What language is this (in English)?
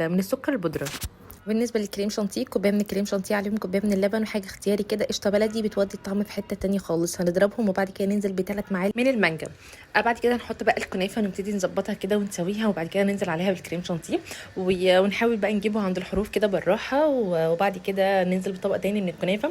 Egyptian Arabic